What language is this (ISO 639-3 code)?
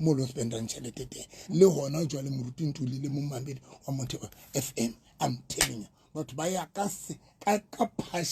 sot